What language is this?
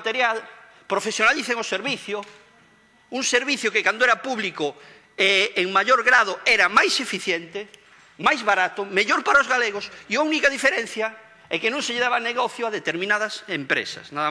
Galician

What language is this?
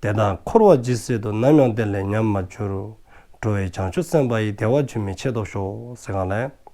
Dzongkha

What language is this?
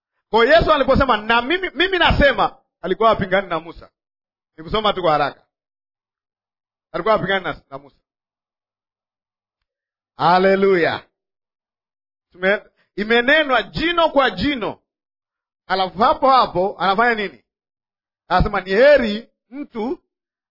Swahili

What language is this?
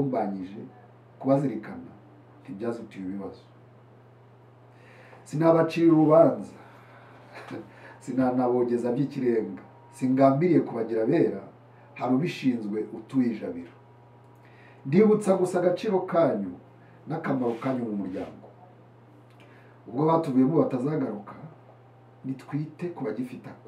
Kinyarwanda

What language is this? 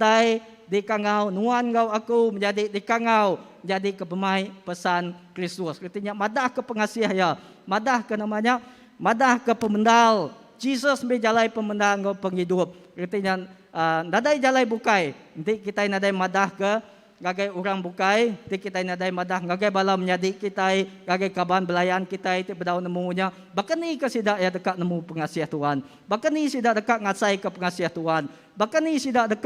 Iban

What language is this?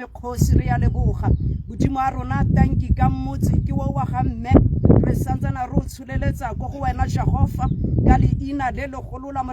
Tswana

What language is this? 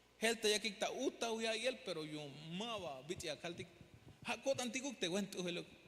Tzeltal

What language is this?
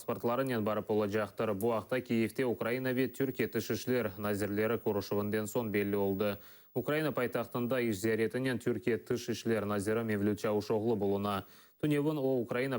Crimean Tatar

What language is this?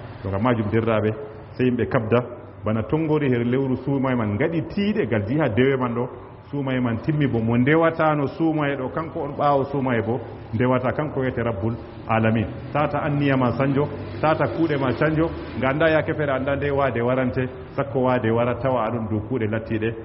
Fula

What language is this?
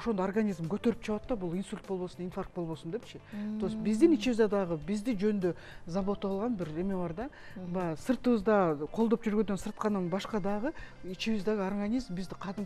Kyrgyz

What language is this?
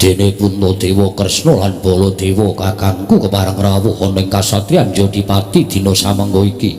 Javanese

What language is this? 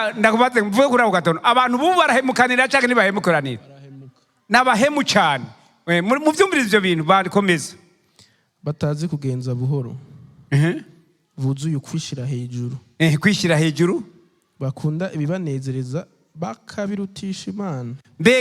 Rundi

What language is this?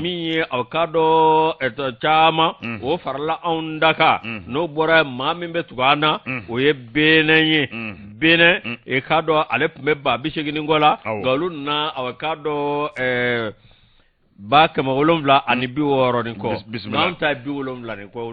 Bambara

